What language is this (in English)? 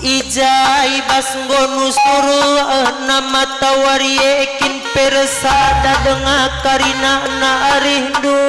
Batak Karo